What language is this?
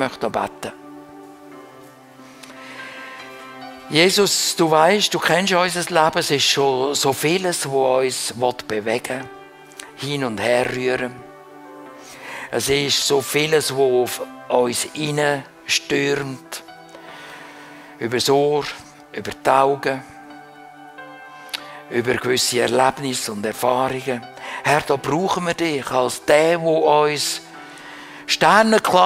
German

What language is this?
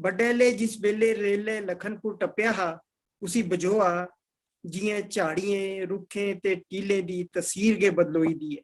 Dogri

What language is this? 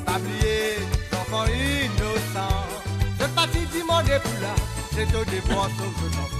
Morisyen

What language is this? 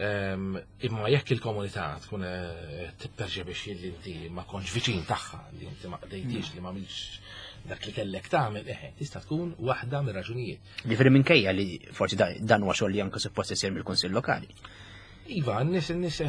Maltese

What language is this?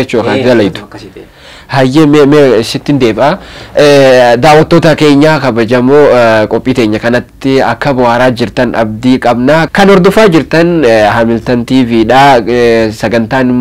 Oromo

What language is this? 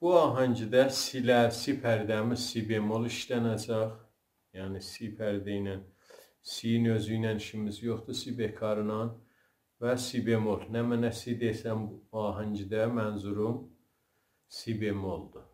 South Azerbaijani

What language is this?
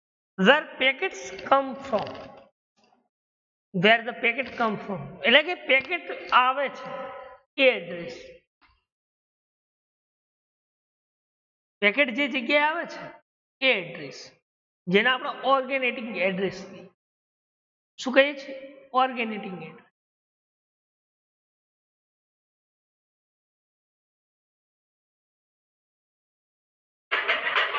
Gujarati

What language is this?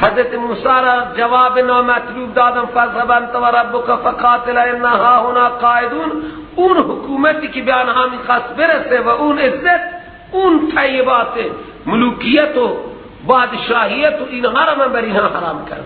Persian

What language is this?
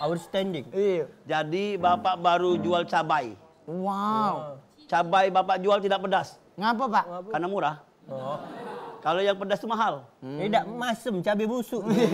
Musi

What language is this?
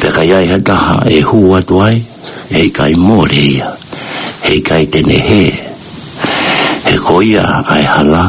Tongan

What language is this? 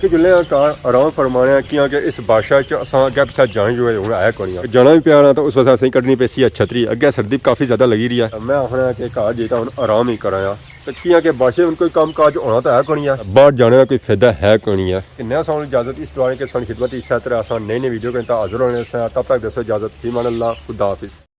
Pahari-Potwari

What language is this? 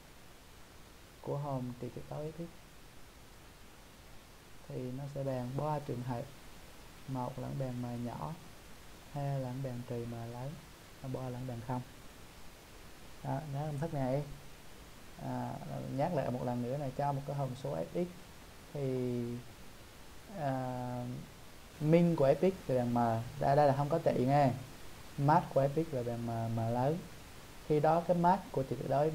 Vietnamese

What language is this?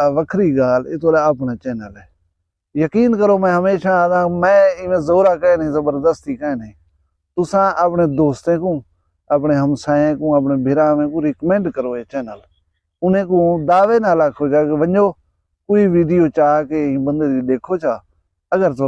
Saraiki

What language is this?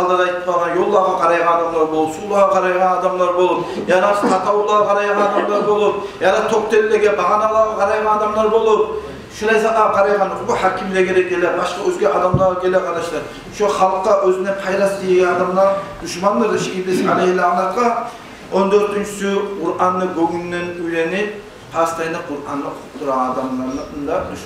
Kumyk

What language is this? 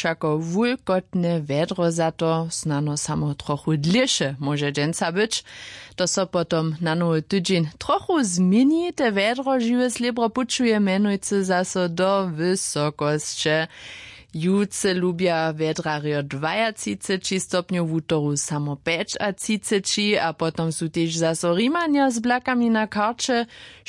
Upper Sorbian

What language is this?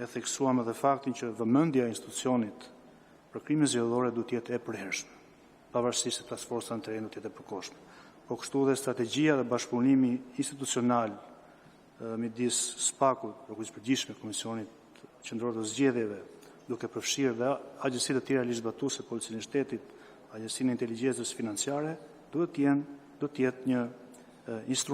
Albanian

